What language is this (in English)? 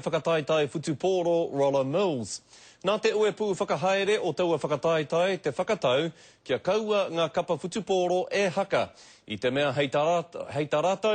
Māori